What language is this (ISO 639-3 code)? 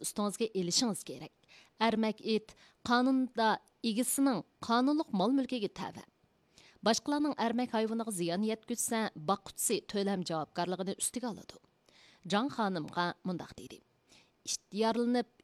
uig